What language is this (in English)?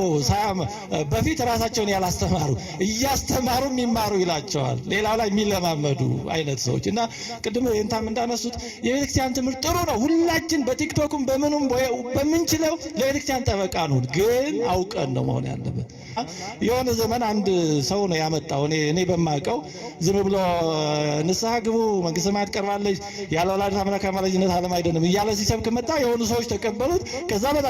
Amharic